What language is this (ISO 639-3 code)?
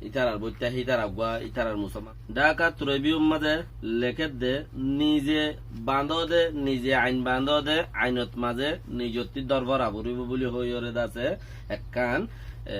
rhg